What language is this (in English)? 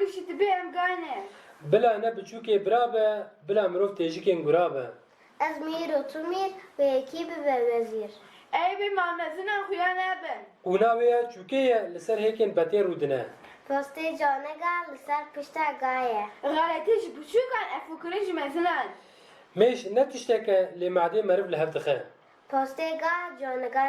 Kurdish